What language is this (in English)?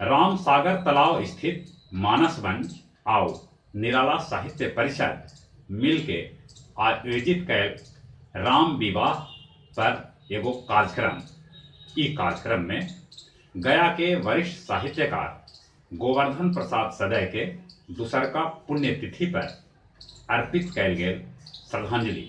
Magahi